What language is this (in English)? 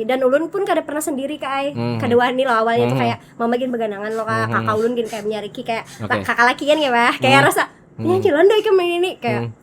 Banjar